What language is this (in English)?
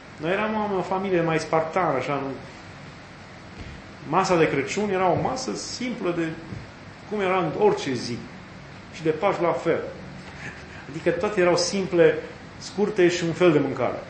Romanian